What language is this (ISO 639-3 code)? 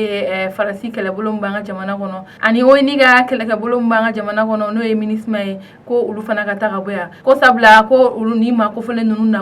bam